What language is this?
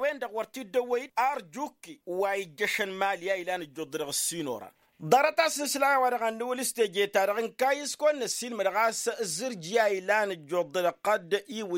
Tamasheq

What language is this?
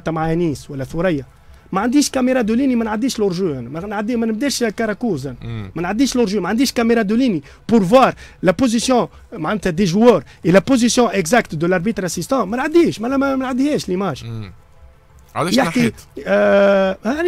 Tunisian Arabic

